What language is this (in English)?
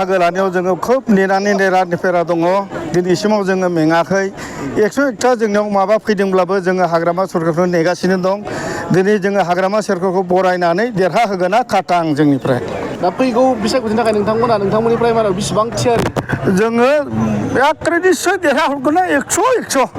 Bodo